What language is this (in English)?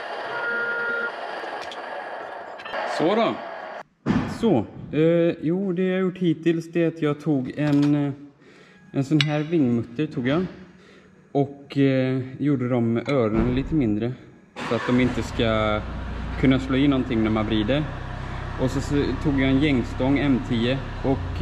Swedish